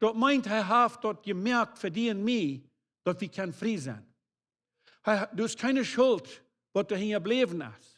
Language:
Plautdietsch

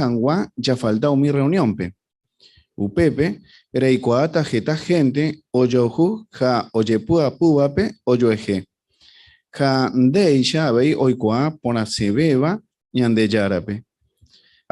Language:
Guarani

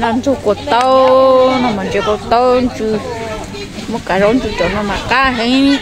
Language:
Hmong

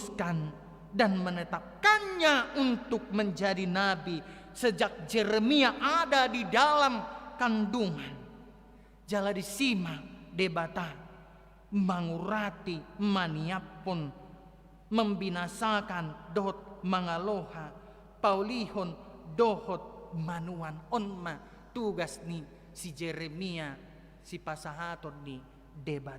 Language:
Batak Toba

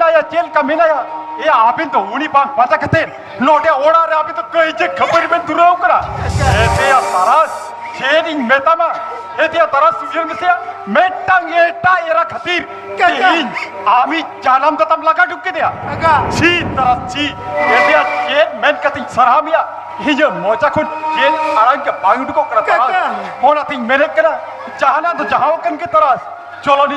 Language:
Santali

